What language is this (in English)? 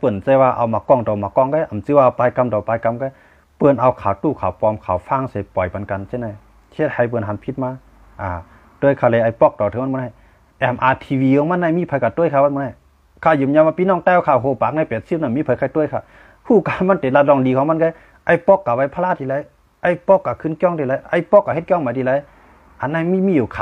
Shan